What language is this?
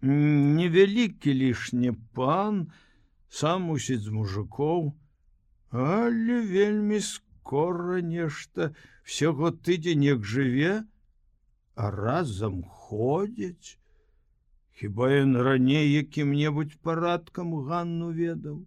Belarusian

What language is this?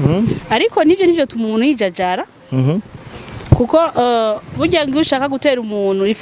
Rundi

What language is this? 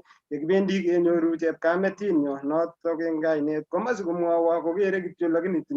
Kalenjin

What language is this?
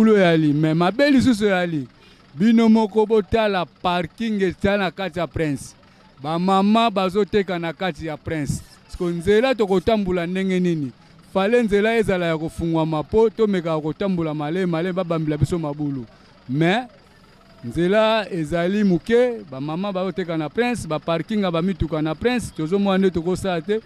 Lingala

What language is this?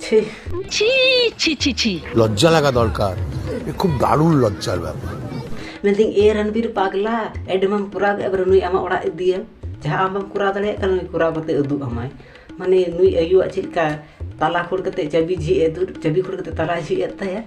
Santali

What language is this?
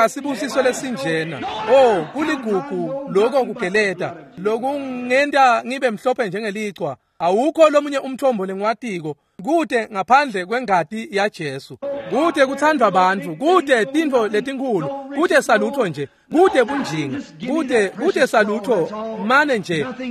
Swati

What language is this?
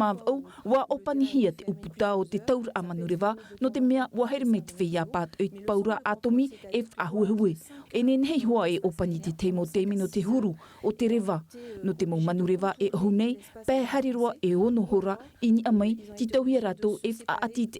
Tahitian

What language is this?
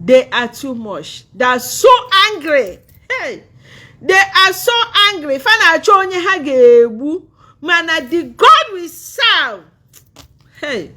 Igbo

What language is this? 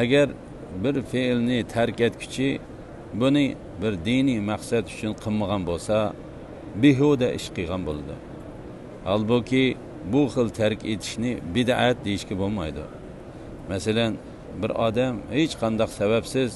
Uyghur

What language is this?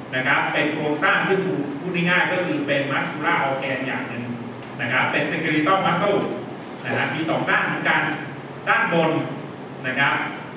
Thai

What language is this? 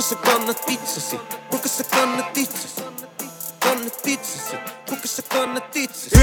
Finnish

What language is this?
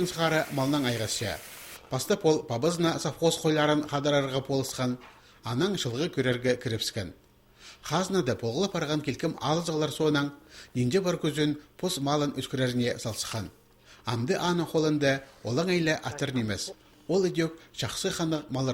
Khakas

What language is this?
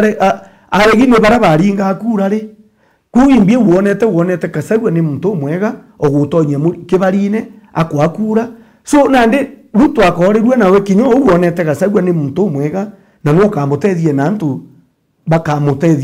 Meru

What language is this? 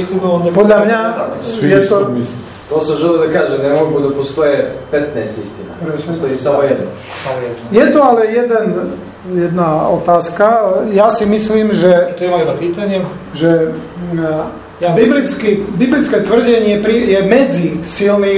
Slovak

